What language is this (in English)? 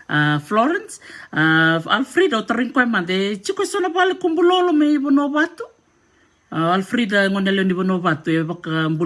Fijian